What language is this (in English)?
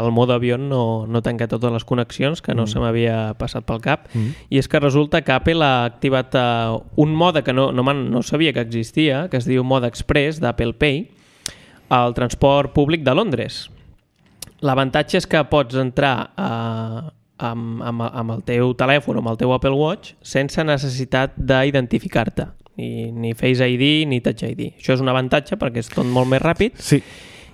Catalan